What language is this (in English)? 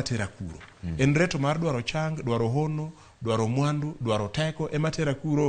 Luo (Kenya and Tanzania)